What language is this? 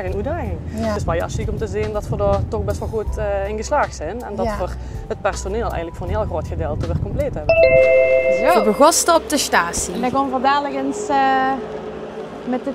Limburgish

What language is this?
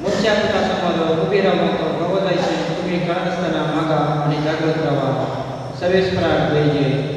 Konkani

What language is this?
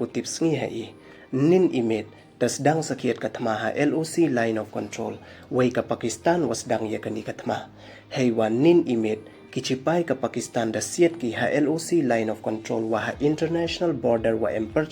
Pnar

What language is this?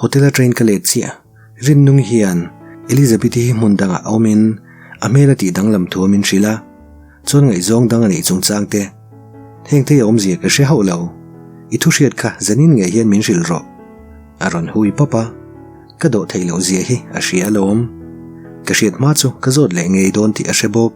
Mizo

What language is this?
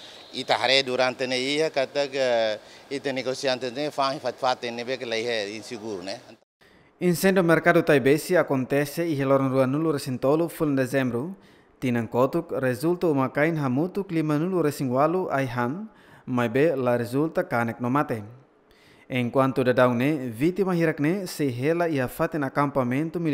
Tetum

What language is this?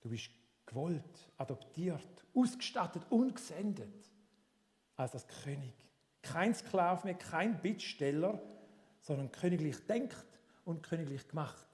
Swiss German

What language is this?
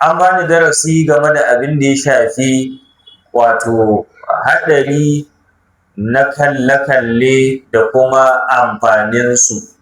Hausa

